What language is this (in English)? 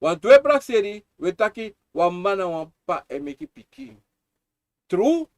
Sranan Tongo